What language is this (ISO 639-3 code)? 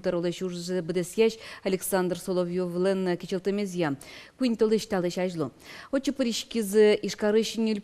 udm